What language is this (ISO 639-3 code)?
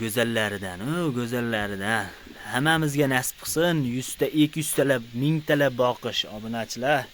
uzb